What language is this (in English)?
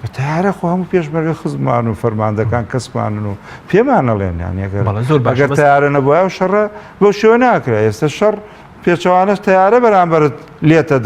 Central Kurdish